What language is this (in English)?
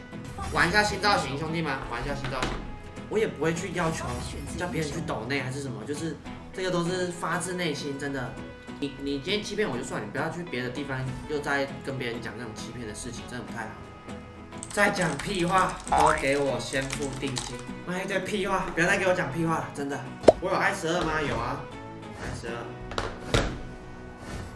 Chinese